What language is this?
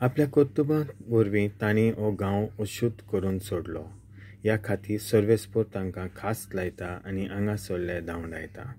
Konkani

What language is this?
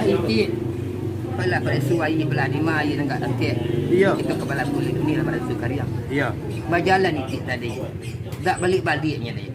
Minangkabau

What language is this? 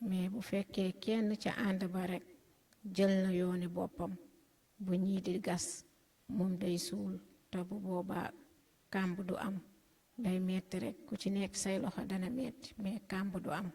Wolof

